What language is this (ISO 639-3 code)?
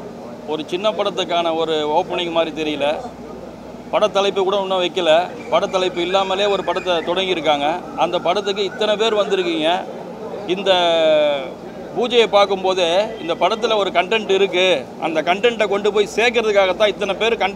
tam